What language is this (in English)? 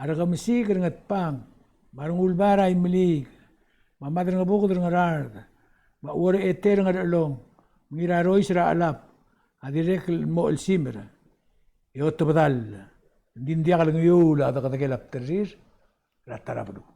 Palauan